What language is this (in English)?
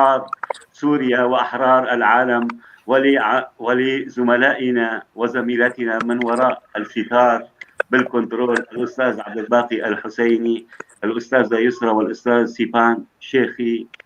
North Levantine Arabic